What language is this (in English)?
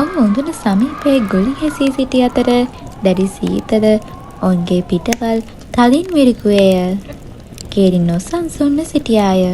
Sinhala